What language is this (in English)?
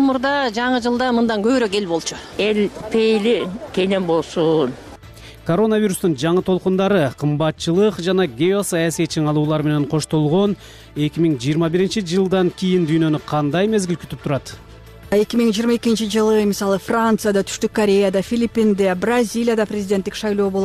Kyrgyz